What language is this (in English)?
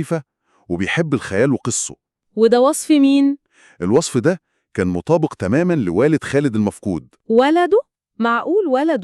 Egyptian Arabic